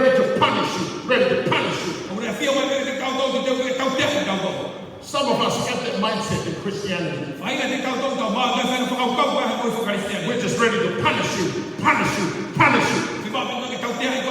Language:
Tongan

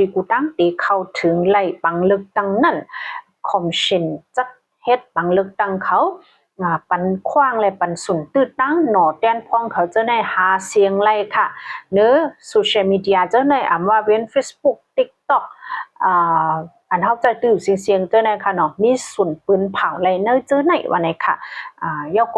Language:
Shan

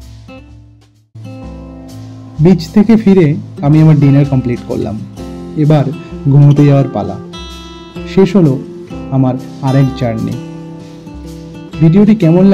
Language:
Bangla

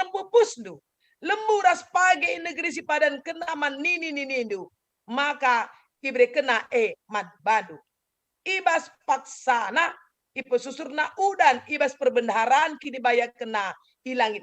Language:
Batak Karo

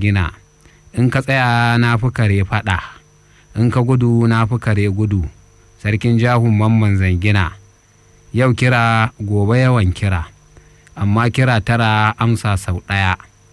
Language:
Hausa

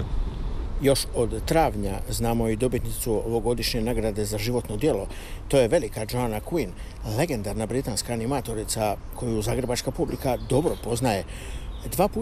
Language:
Croatian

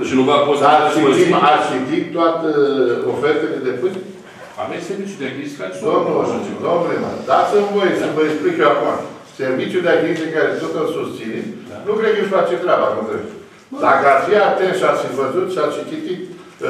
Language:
Romanian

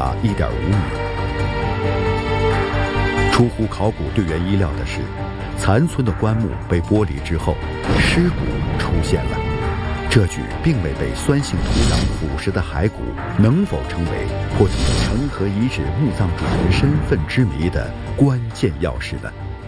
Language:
Chinese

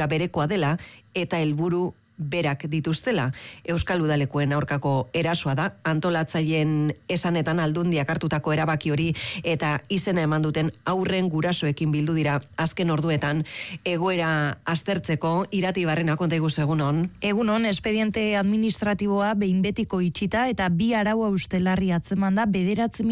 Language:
Basque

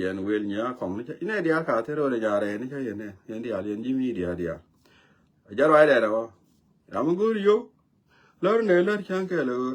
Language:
Nuer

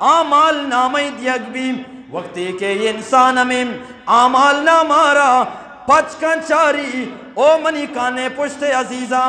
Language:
Eastern Balochi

